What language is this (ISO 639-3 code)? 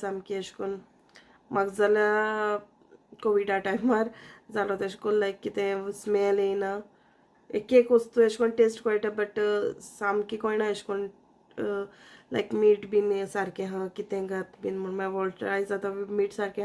kok